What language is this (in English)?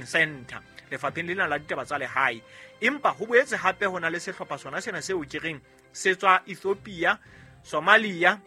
Southern Sotho